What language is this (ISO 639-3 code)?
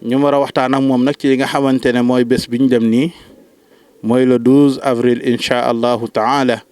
wol